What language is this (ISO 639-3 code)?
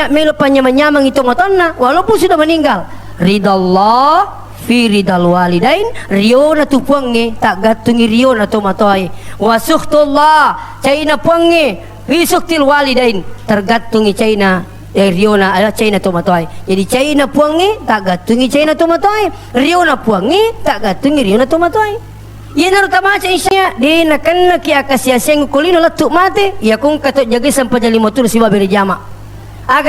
bug